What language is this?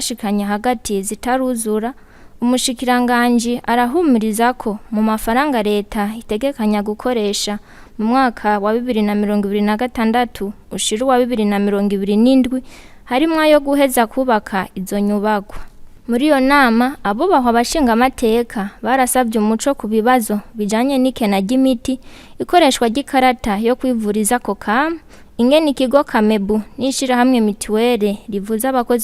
Rundi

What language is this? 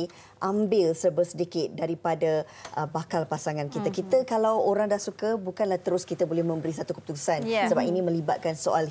Malay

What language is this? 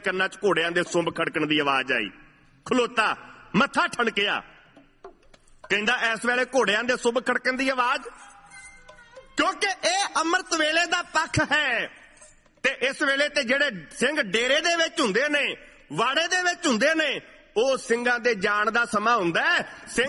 Punjabi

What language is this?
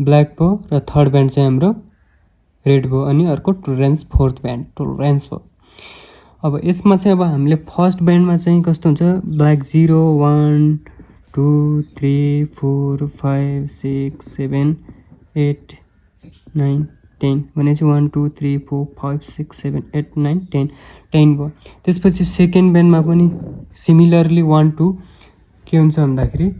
Nepali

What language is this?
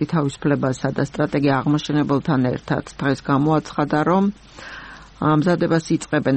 Georgian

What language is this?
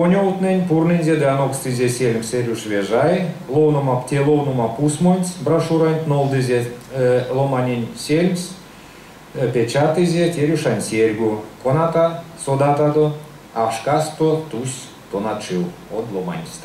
Erzya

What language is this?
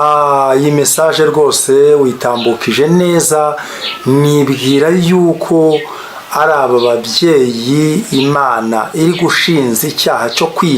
Kinyarwanda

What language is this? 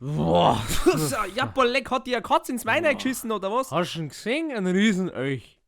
Bavarian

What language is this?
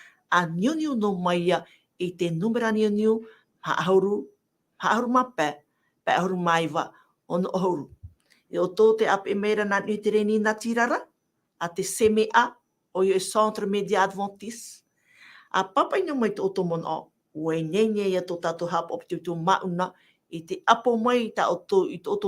Tahitian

